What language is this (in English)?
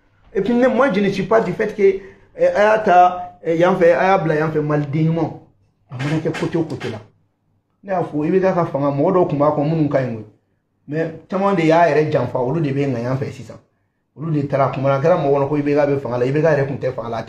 Bambara